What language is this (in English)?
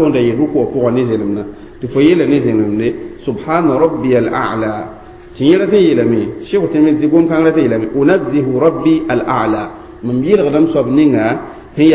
Mossi